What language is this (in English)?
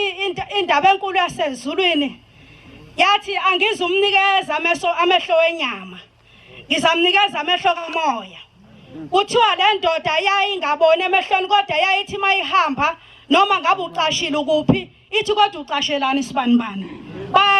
Zulu